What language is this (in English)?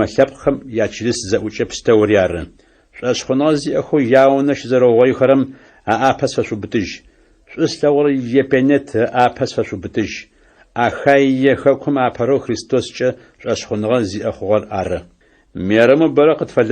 Adyghe